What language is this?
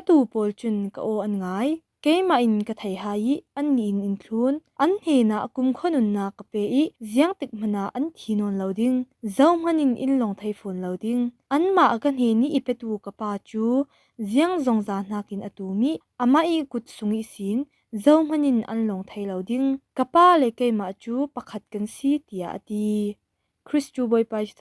Falam Chin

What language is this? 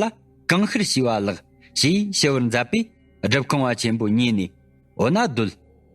Tibetan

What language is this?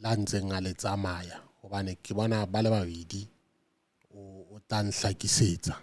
Southern Sotho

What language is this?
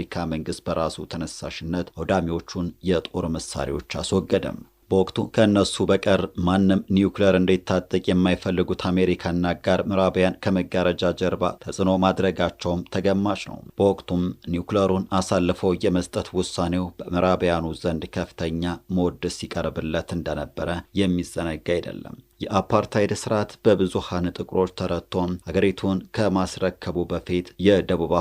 Amharic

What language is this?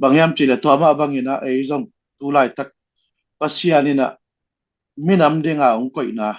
Tedim Chin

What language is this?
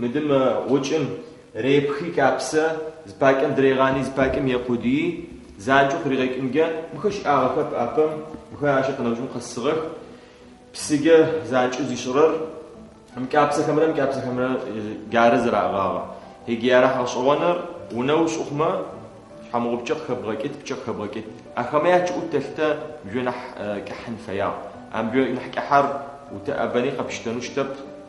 Adyghe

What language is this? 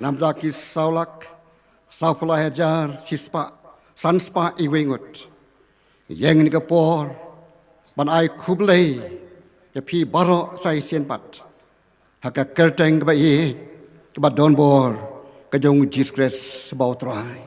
Khasi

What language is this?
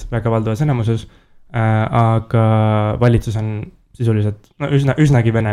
Estonian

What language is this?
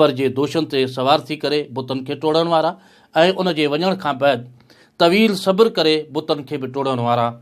Sindhi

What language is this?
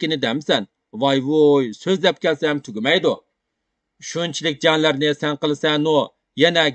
Uyghur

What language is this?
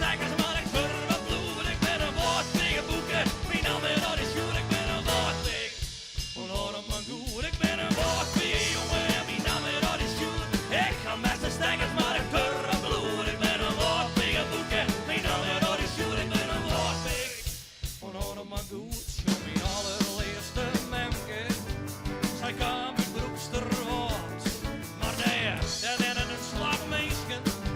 Western Frisian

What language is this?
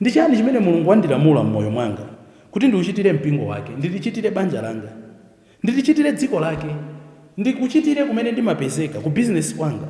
Nyanja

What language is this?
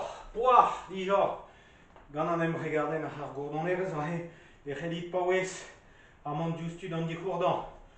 Breton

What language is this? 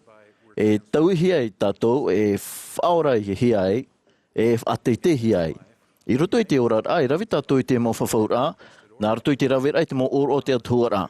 Tahitian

